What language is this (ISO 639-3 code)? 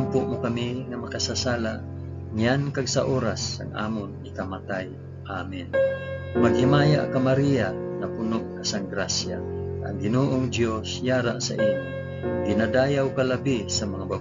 hil